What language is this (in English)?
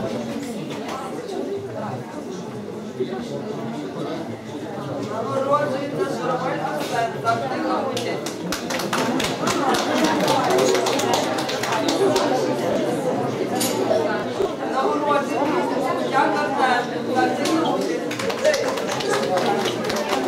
Ukrainian